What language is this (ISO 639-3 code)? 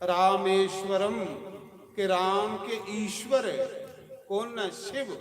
doi